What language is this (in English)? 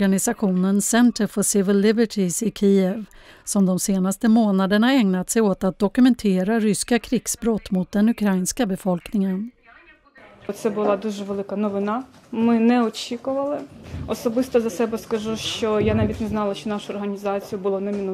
Swedish